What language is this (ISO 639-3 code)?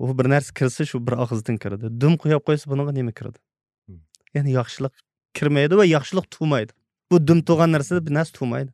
uig